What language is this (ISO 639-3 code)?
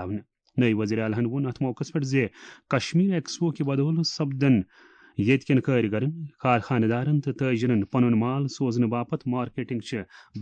kas